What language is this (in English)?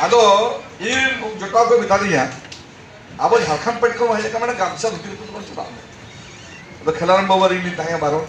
Santali